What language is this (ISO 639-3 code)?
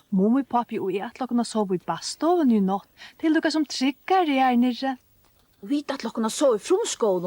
fao